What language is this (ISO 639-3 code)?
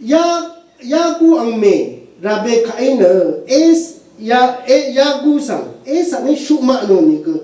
raw